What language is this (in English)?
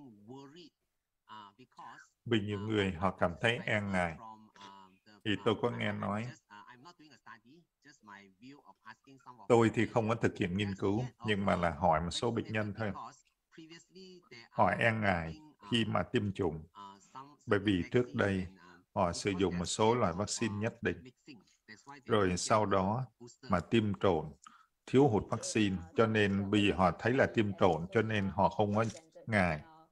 Vietnamese